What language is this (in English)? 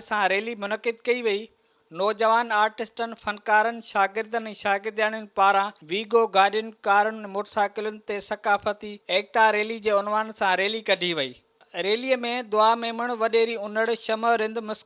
Sindhi